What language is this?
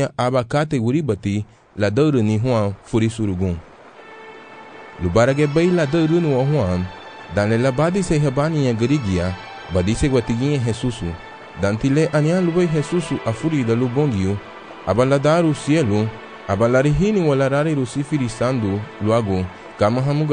Garifuna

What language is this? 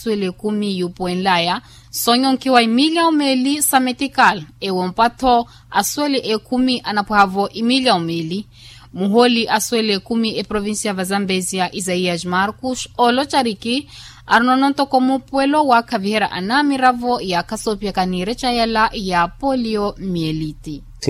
Makhuwa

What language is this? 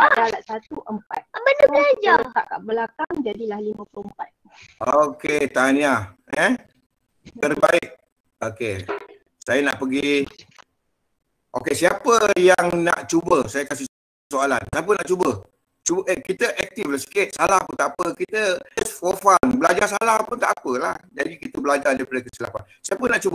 Malay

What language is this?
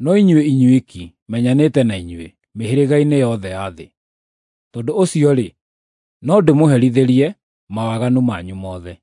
Kikuyu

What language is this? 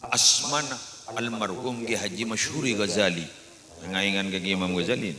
Madurese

